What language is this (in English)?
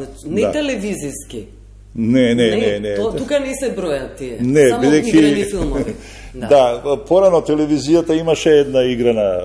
Macedonian